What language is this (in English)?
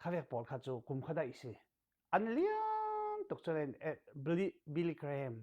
Falam Chin